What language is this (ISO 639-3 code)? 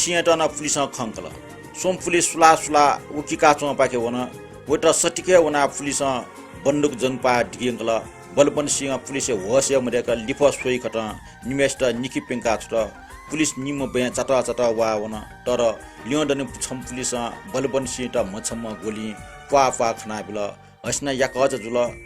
new